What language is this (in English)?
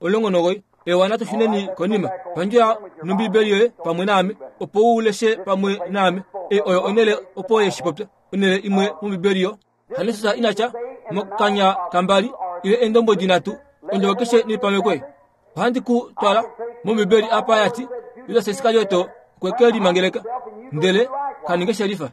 Kuanyama